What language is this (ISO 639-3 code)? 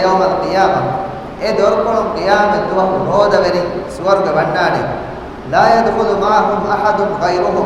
div